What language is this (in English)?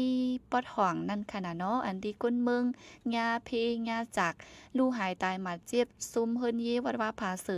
Shan